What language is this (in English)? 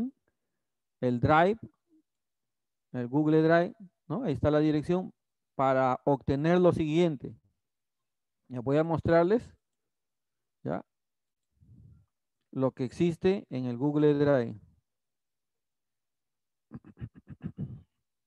Spanish